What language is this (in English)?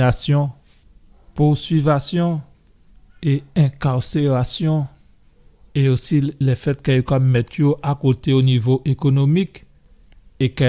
Guadeloupean Creole French